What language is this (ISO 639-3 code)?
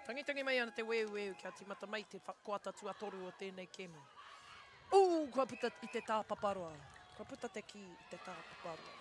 mri